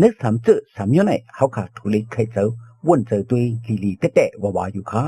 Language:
Shan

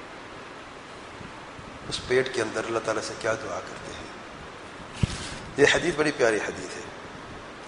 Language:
Urdu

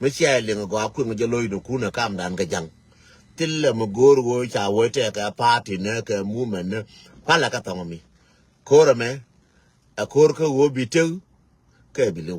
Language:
Nuer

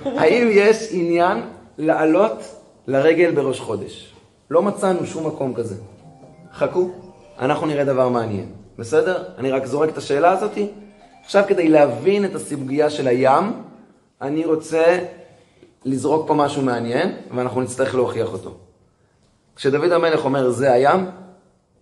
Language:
Hebrew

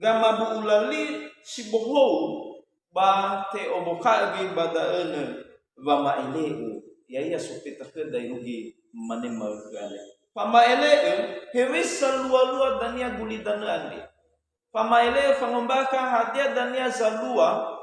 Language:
Nias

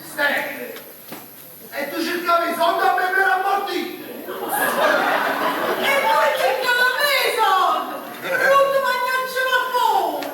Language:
Neapolitan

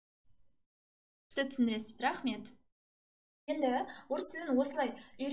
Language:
Kazakh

